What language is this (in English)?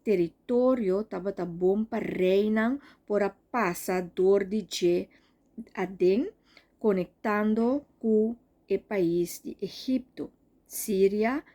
Papiamento